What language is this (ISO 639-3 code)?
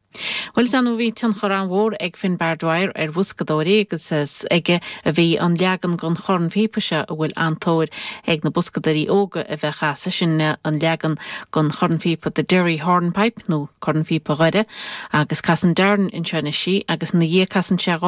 gle